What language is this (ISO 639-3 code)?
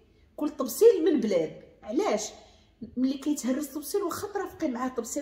ary